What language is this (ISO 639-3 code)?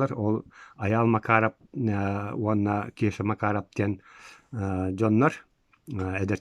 sah